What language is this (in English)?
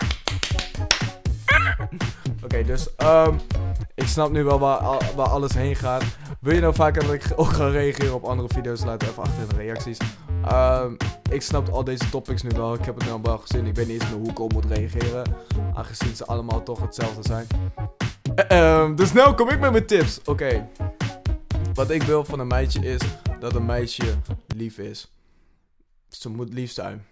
Dutch